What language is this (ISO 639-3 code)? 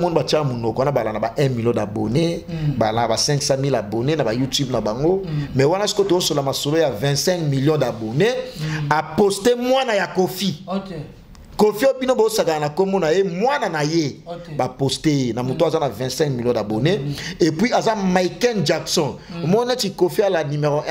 lin